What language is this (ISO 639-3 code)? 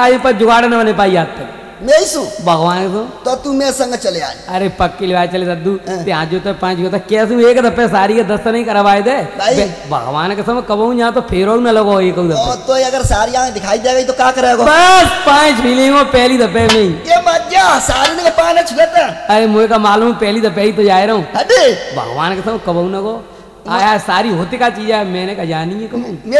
bgc